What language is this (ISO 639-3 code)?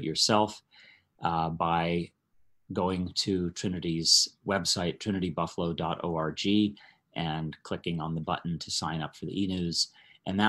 eng